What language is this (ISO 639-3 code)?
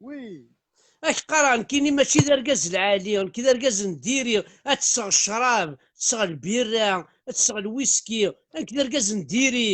kab